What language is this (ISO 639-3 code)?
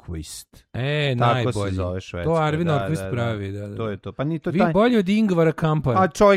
srp